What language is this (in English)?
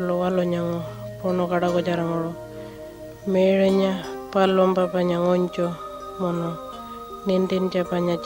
Pitjantjatjara